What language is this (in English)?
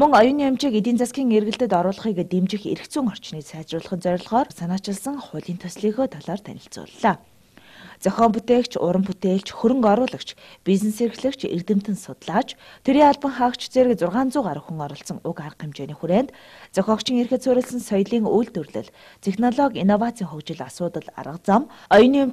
Mongolian